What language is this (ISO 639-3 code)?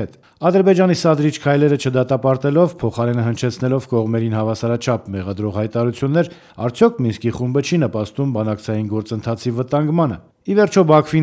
hye